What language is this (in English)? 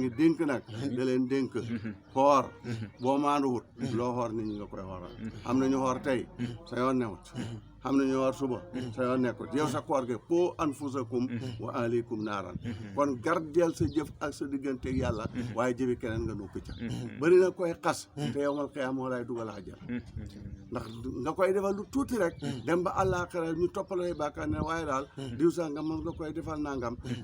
Wolof